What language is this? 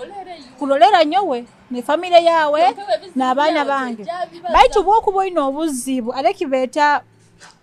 Nyoro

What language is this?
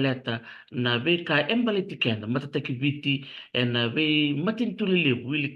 Fijian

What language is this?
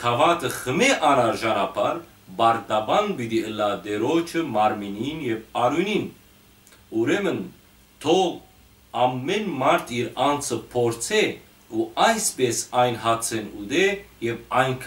Western Armenian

